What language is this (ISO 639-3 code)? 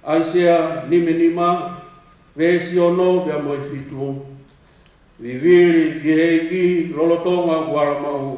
ton